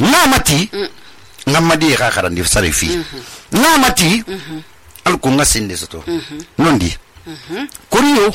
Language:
Susu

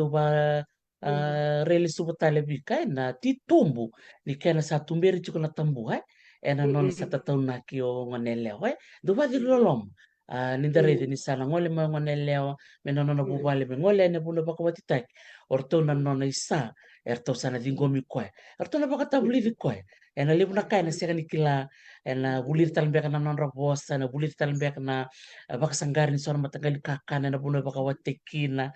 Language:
Fijian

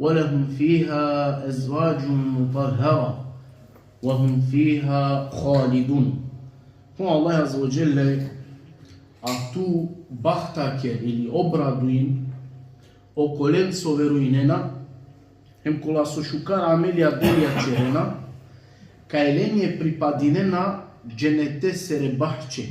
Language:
Balkan Romani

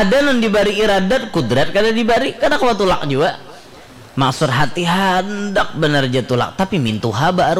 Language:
Banjar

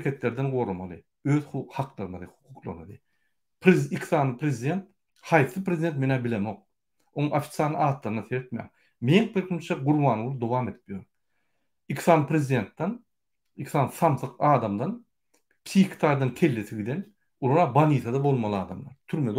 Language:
Turkmen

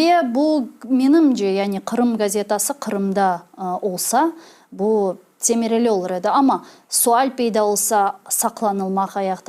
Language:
Crimean Tatar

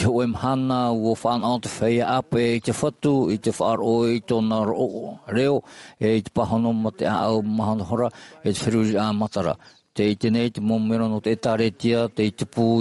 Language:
Tahitian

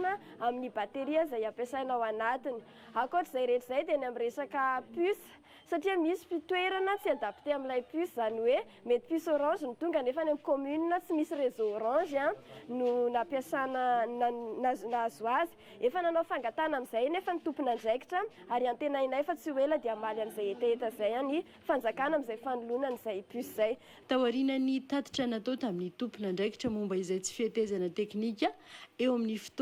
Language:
Malagasy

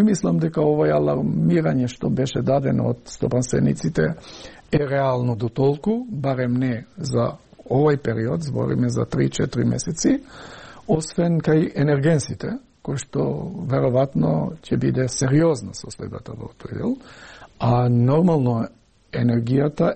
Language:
Macedonian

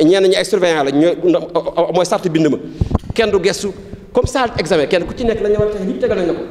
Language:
Wolof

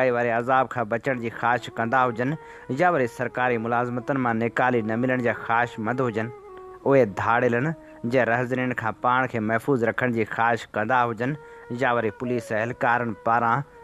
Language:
Sindhi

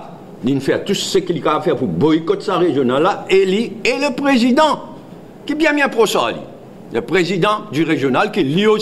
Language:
Morisyen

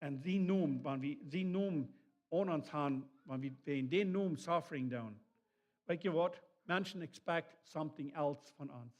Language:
Plautdietsch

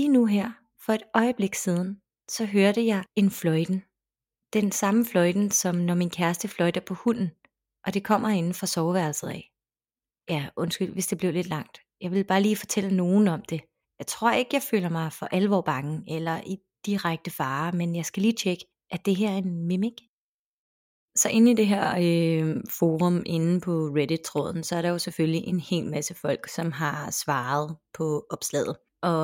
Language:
Danish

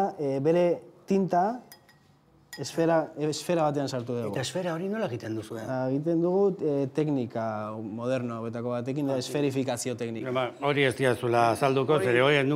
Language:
Basque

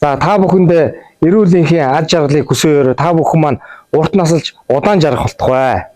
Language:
Mongolian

